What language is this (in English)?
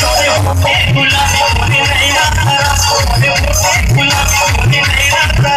Chhattisgarhi